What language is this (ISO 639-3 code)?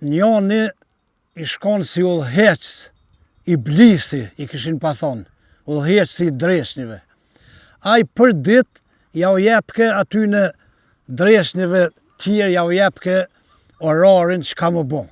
sqi